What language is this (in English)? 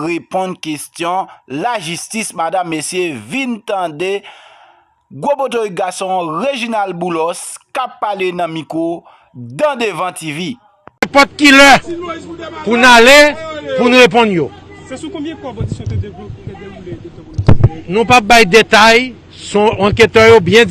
Haitian Creole